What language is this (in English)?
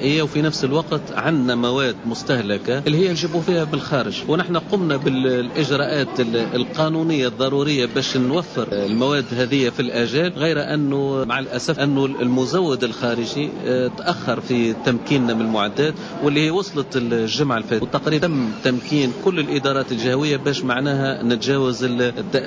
Tunisian Arabic